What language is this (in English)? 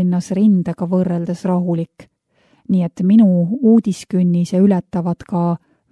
Estonian